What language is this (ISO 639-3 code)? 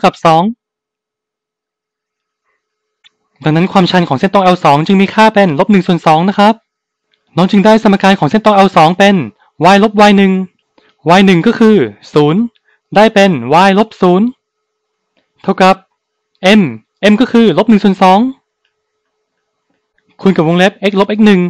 tha